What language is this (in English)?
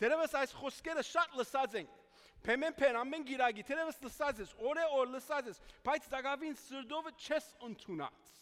Western Armenian